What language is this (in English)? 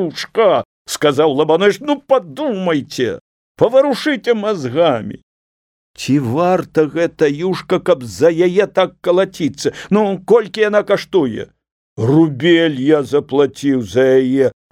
Belarusian